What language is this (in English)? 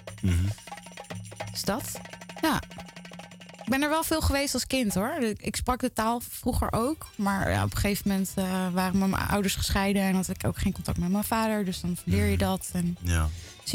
Dutch